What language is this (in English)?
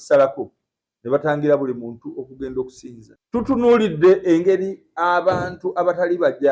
Ganda